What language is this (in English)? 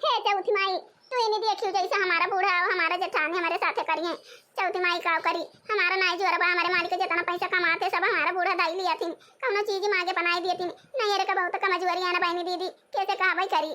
Awadhi